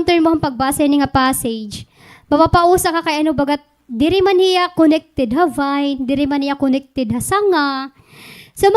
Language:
Waray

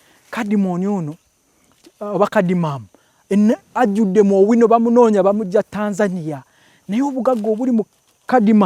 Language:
Ganda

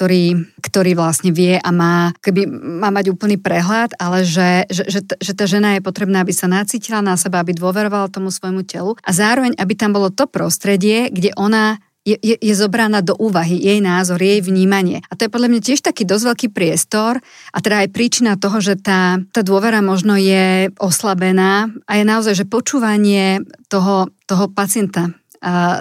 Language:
Slovak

